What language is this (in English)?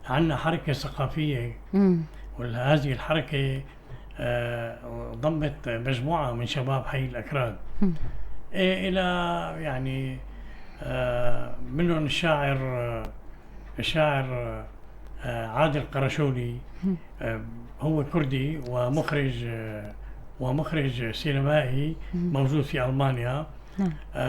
North Levantine Arabic